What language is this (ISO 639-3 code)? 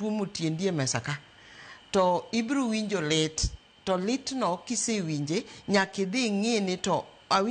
luo